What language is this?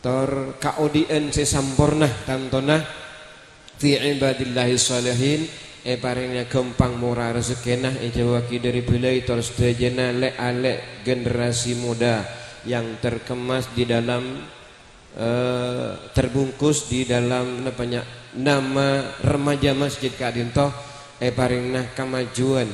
Madurese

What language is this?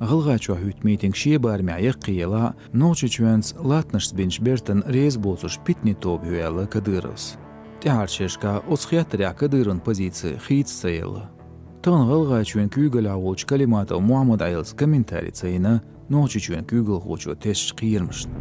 Chechen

